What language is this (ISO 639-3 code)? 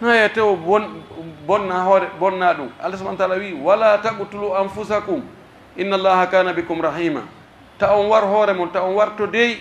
fuf